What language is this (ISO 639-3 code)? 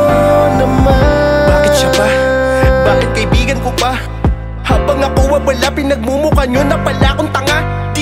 fil